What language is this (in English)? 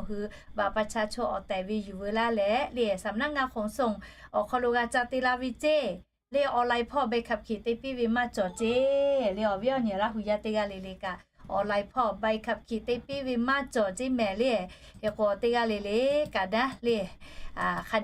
Lahu